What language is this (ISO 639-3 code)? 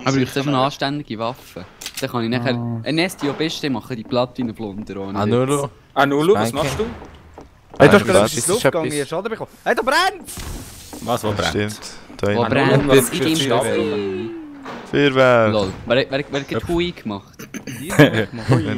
gsw